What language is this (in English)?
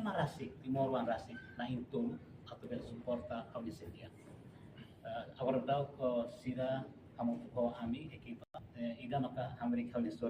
Tetum